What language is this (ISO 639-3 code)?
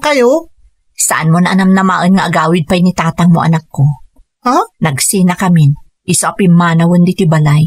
ilo